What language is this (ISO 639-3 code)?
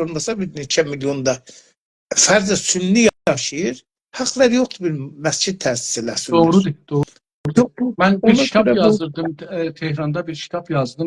azb